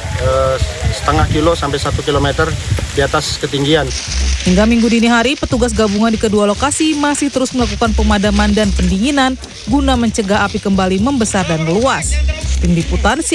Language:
Indonesian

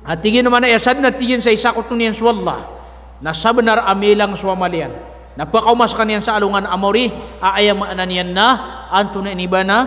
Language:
Maranao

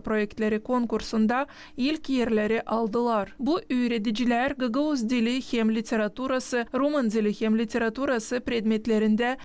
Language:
Gagauz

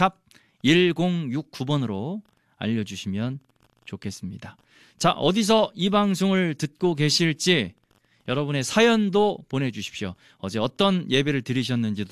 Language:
Korean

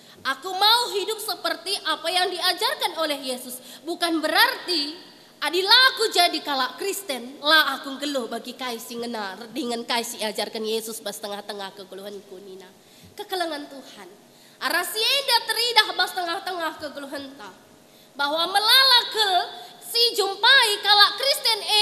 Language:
Batak Karo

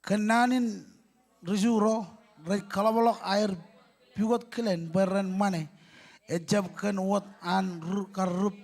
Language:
Marshallese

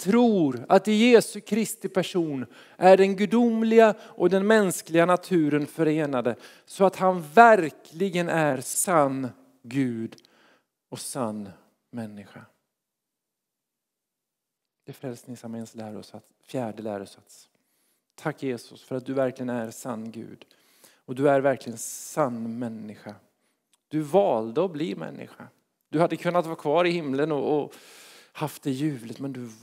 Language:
Swedish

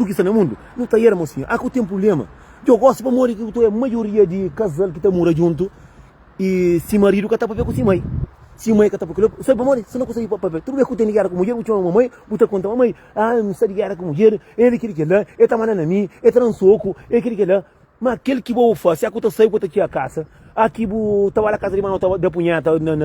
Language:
Kabuverdianu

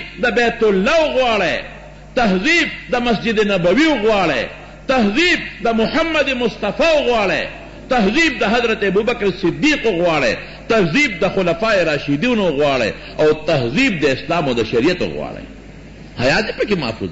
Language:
Pashto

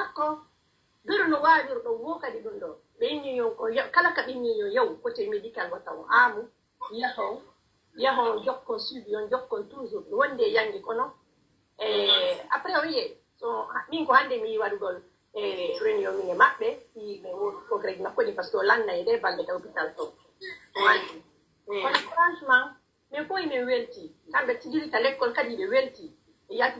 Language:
Pular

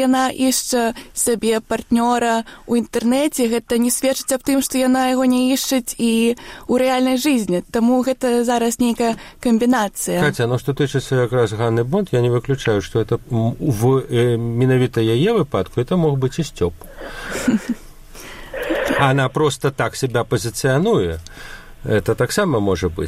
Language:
Belarusian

